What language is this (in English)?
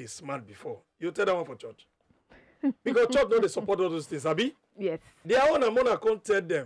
Nigerian Pidgin